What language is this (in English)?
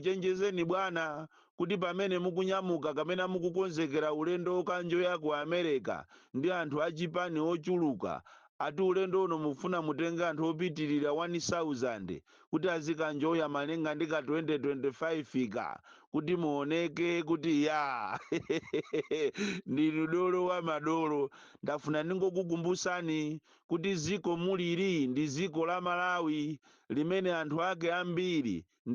Nyanja